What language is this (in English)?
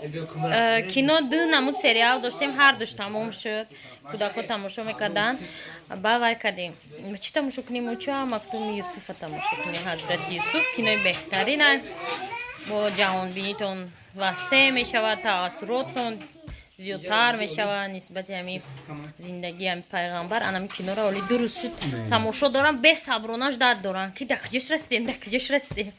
Tajik